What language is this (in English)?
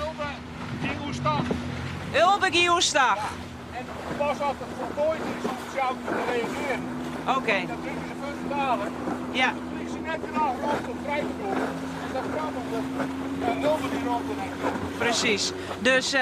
Western Frisian